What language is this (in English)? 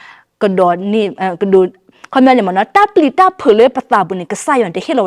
S'gaw Karen